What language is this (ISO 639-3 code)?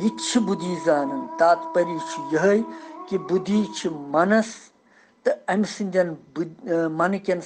kas